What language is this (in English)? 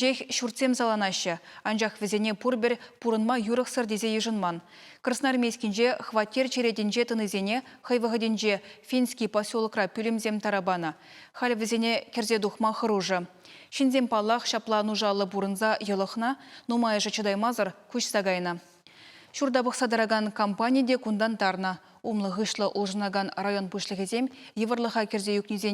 Chuvash